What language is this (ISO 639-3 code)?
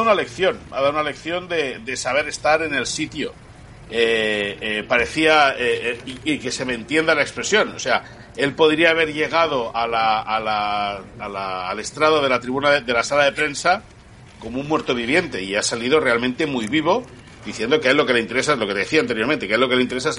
spa